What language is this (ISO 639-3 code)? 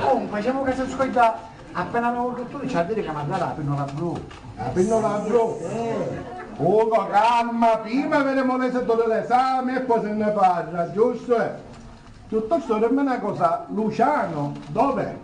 scn